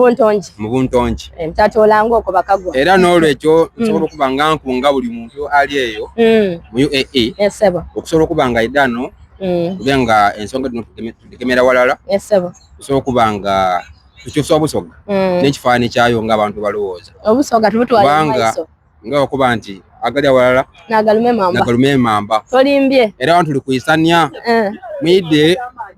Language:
Soga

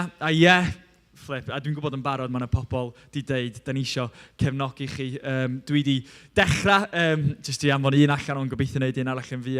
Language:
Welsh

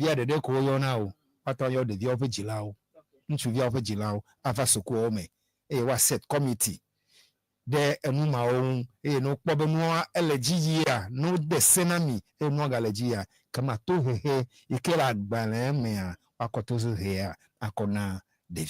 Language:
Ewe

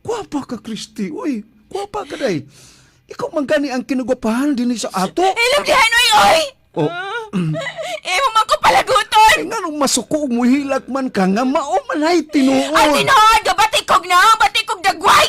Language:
Cebuano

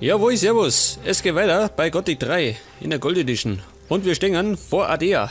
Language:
Bavarian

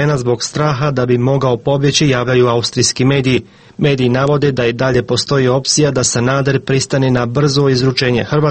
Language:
Croatian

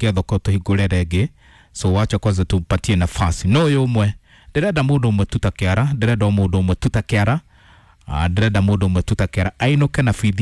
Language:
Kikuyu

